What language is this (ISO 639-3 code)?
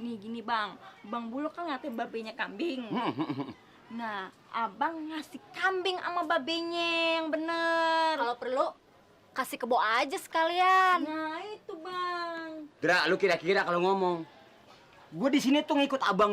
bew